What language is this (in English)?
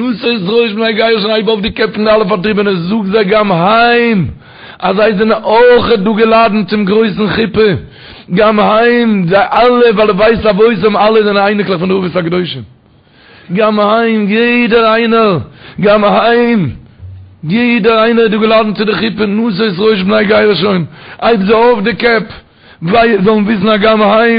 Yiddish